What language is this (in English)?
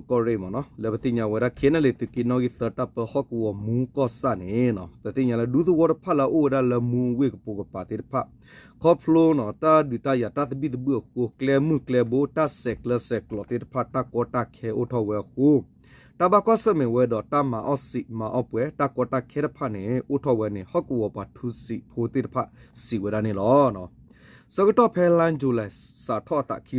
S'gaw Karen